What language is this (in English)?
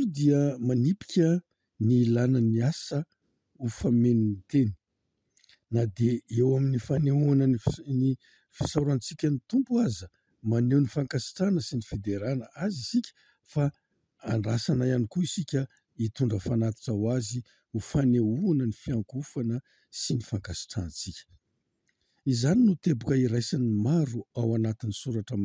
Malagasy